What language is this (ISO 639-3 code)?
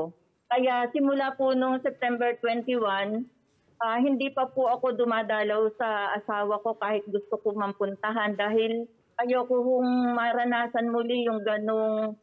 fil